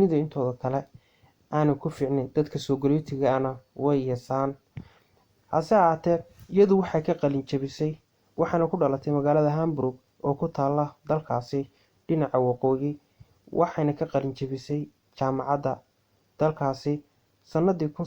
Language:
Somali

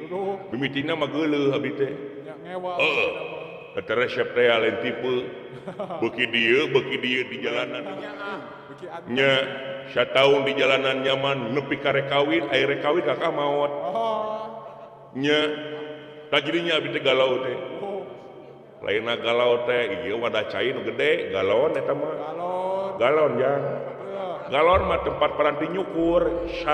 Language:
Sundanese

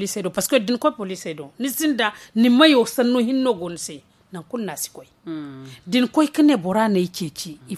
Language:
Zarma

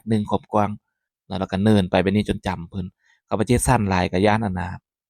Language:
Lao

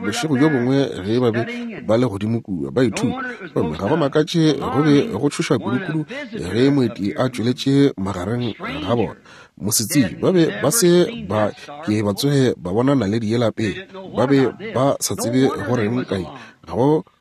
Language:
Northern Sotho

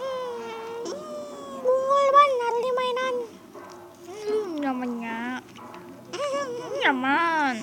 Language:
Banjar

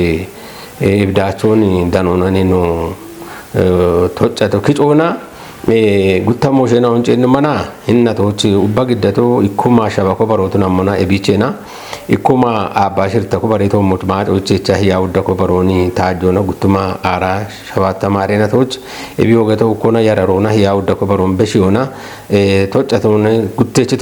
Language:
Kafa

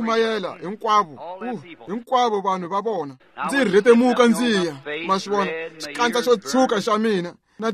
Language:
Tsonga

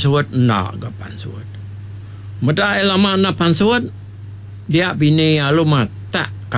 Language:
Iban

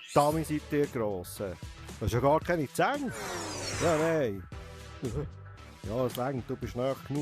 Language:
Swiss German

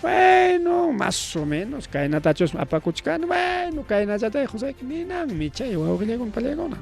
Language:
Ayacucho Quechua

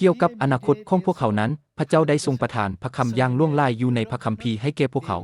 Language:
Lao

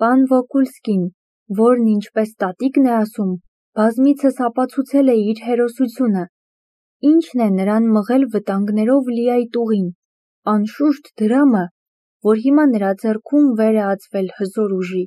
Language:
Armenian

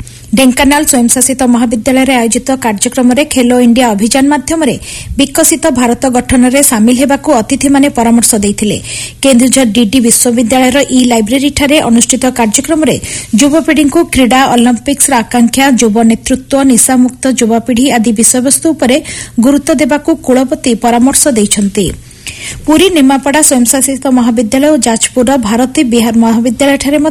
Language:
Odia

